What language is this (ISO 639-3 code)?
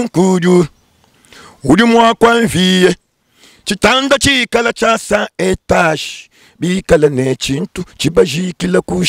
lua